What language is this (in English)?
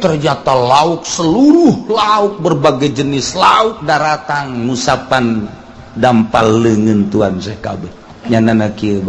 Sundanese